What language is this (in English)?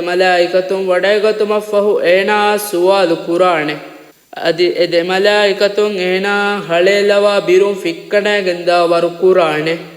Divehi